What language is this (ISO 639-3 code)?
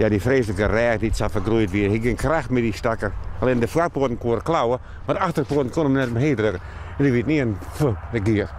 fry